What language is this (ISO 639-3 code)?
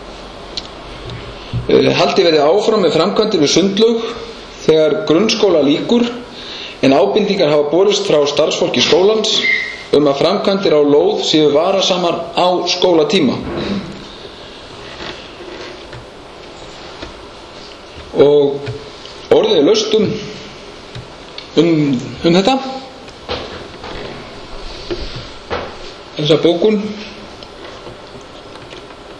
isl